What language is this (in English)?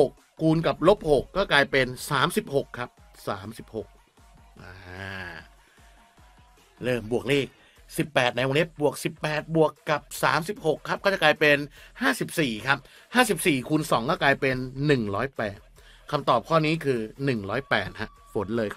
Thai